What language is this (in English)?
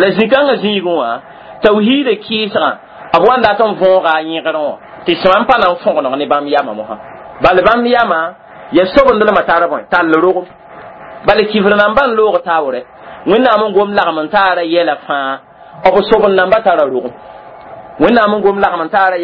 Mossi